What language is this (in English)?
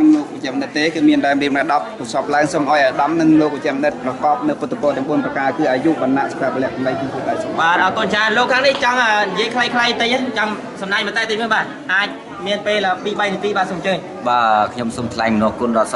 Khmer